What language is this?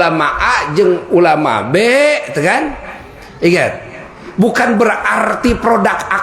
Sundanese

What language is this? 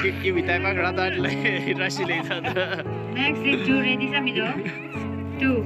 Tangkhul Naga (India)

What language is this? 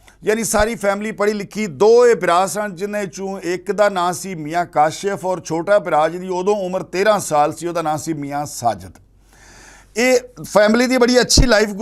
Western Panjabi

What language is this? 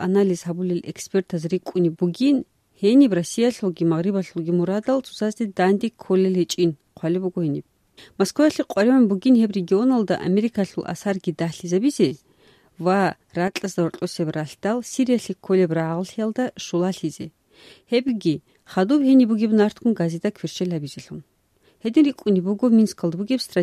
Avaric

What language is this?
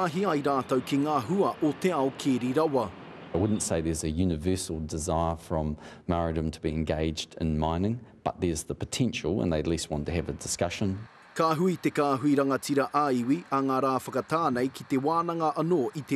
Māori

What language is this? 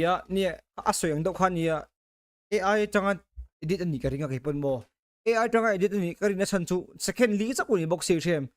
Mizo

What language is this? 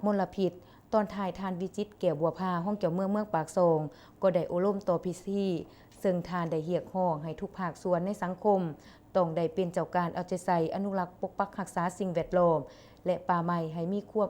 Lao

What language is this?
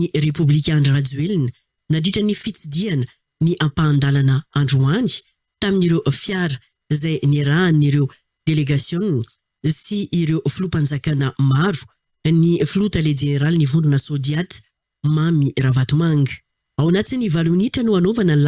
Malagasy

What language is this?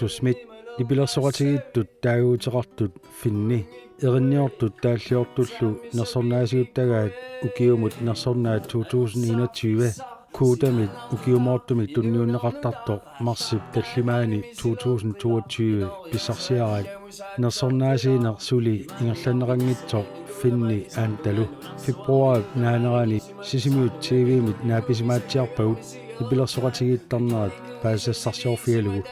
Kalaallisut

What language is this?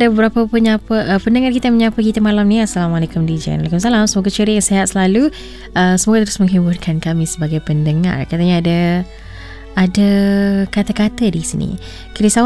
Malay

